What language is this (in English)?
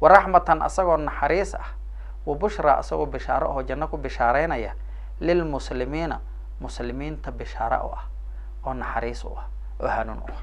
Somali